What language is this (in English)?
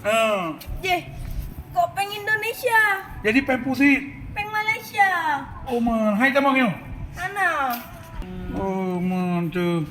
Achinese